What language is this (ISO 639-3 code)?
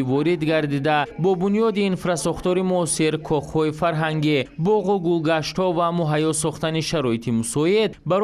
tgk